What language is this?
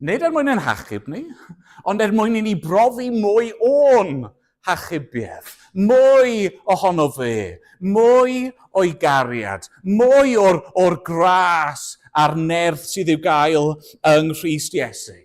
Welsh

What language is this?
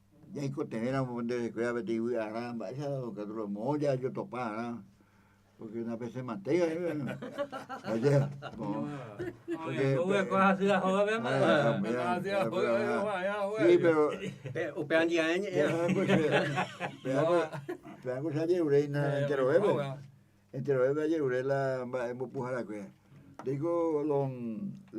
Guarani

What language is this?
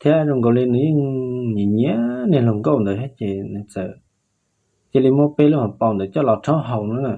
Hmong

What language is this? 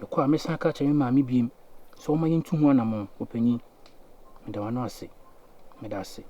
Akan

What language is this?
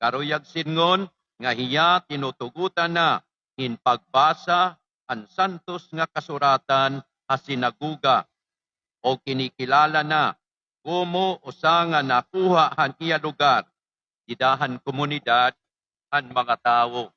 Waray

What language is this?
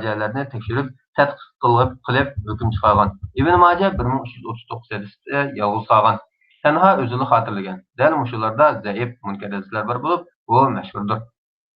Uyghur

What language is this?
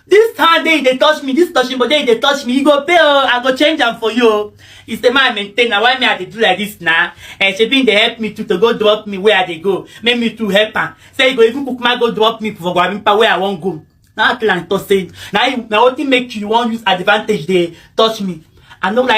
Nigerian Pidgin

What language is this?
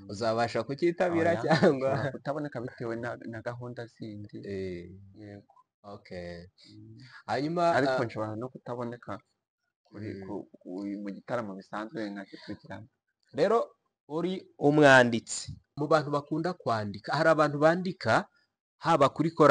Kinyarwanda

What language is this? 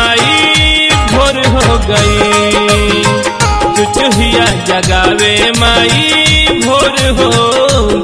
Bhojpuri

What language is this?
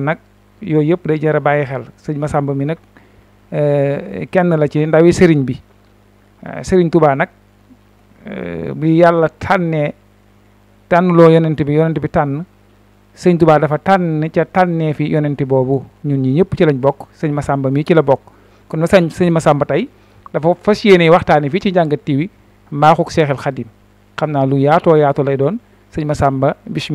Wolof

